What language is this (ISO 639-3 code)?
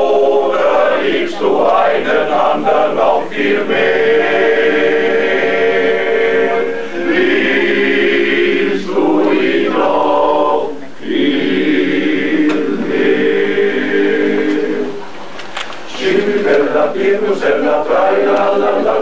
hun